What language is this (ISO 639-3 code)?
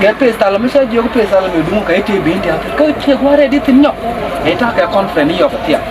nus